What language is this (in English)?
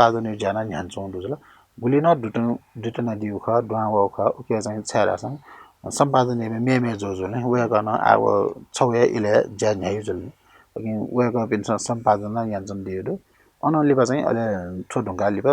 Newari